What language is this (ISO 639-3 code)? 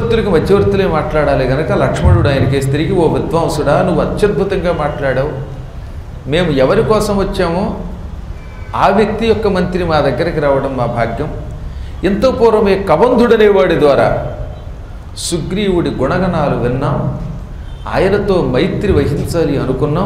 tel